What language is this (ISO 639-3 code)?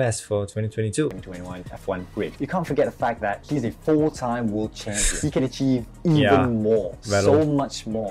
eng